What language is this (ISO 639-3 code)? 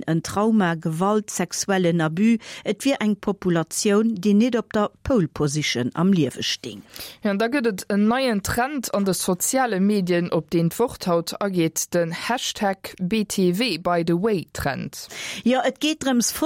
ltz